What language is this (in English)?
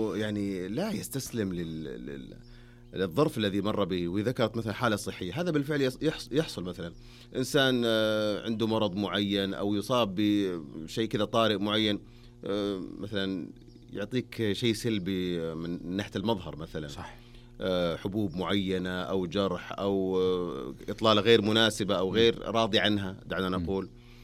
Najdi Arabic